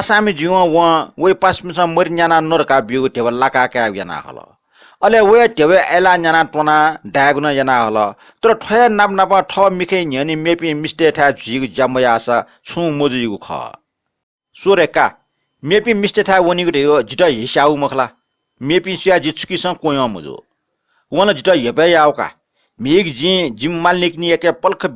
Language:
Newari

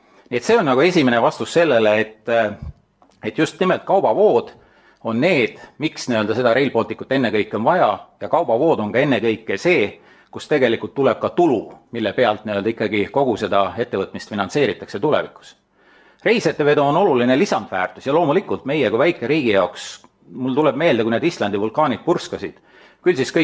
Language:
Estonian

